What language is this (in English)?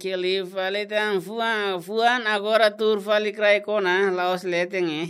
Tetum